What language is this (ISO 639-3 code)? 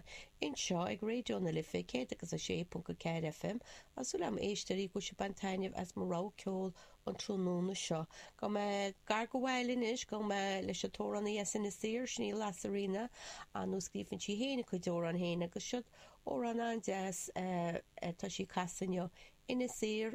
gle